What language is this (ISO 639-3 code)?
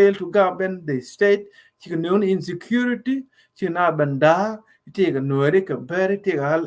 nus